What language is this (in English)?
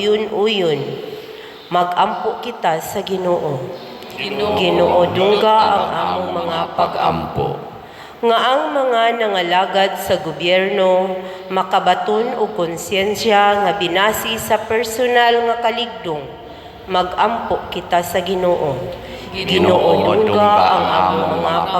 Cebuano